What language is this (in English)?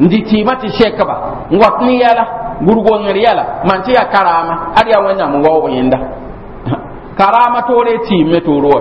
Mossi